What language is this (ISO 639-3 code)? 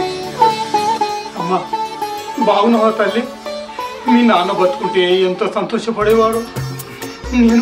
tel